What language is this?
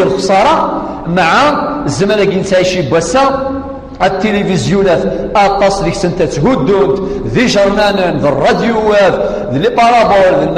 Kabyle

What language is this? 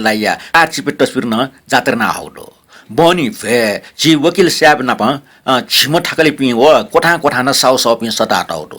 Newari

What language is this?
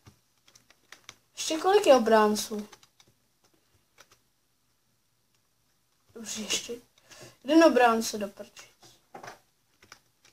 Czech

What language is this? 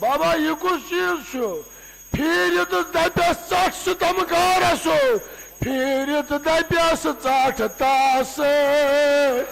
Kashmiri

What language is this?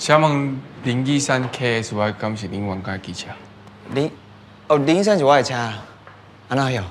Min Nan Chinese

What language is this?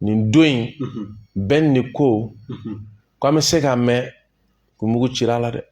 Bambara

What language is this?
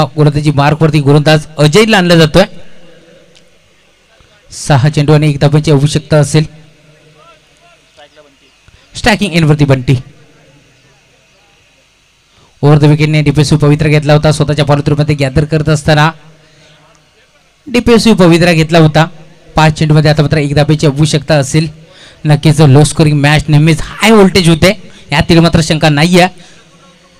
Marathi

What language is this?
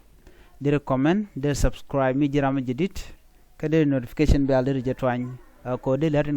Nuer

